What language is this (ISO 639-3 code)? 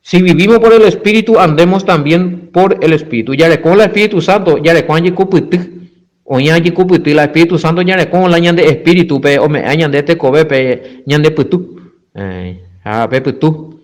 grn